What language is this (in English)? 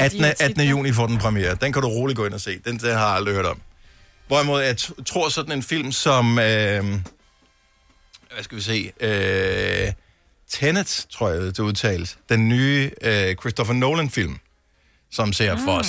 Danish